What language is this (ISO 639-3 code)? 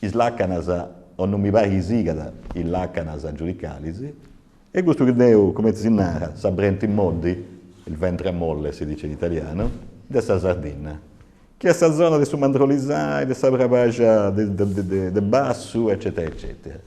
srd